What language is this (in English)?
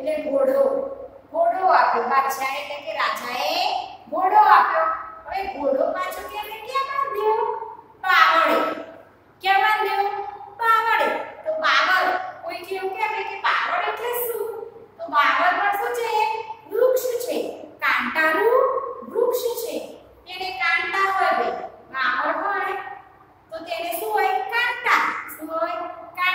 Gujarati